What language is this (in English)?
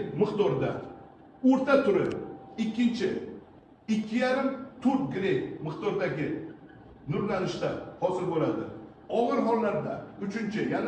Uzbek